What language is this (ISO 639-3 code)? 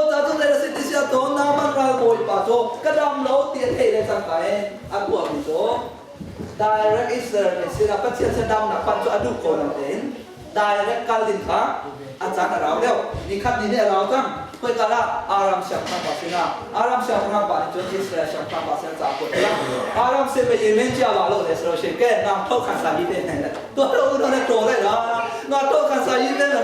cnh